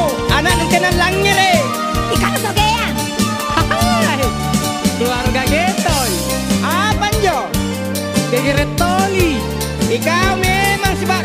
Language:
Makasar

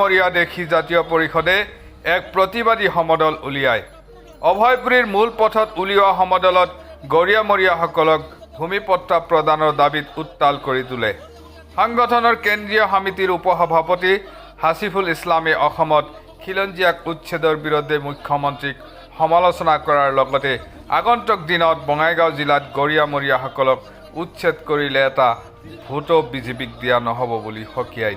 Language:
Assamese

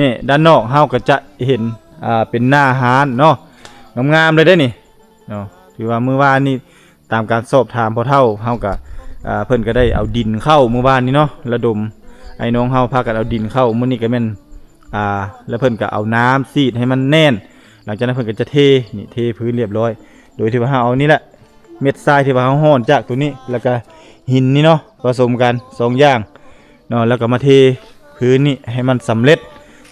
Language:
Lao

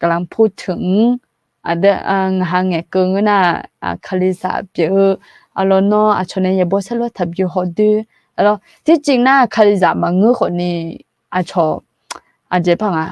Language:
Akha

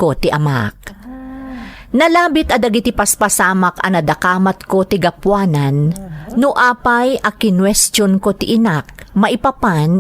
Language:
Iloko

